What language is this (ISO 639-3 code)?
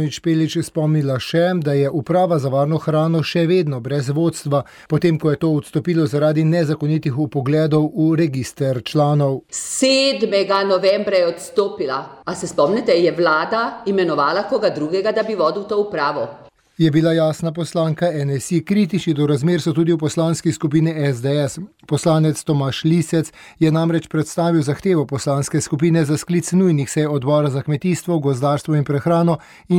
slv